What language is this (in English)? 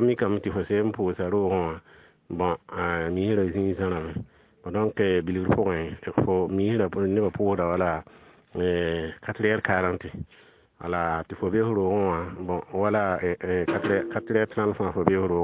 Mossi